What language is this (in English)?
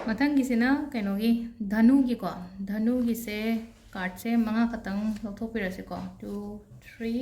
Manipuri